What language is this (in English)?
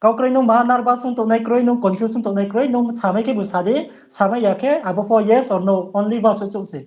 Riang (India)